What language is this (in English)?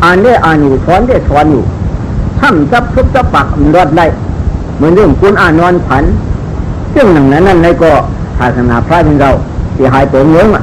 Shan